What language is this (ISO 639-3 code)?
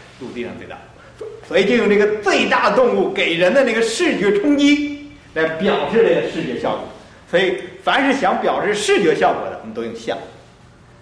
zho